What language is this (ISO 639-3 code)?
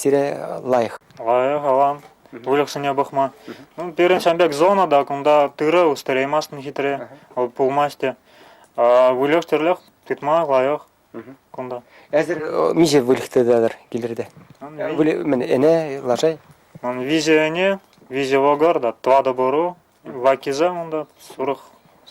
chv